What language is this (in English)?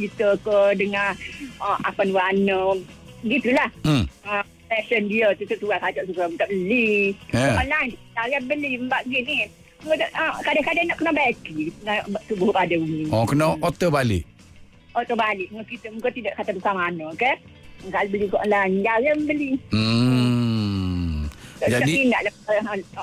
Malay